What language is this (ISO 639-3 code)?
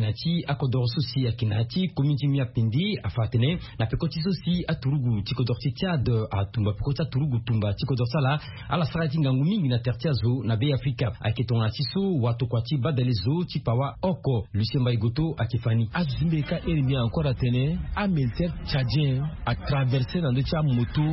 sag